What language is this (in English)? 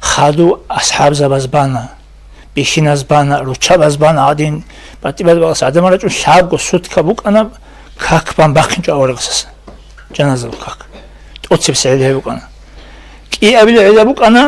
Avaric